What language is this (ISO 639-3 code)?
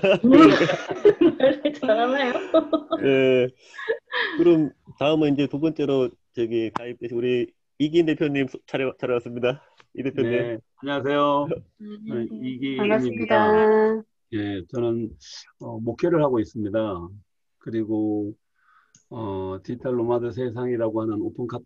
kor